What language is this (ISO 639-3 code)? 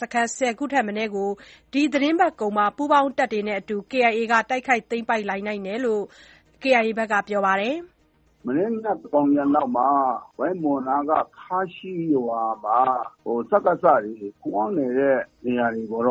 mya